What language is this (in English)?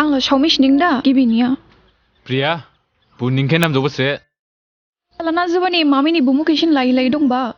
Dimasa